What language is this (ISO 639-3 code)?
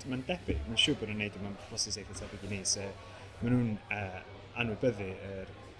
cym